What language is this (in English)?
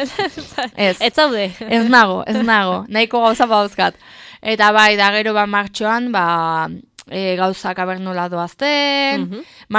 Basque